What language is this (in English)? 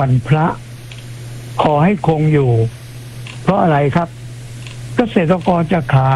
Thai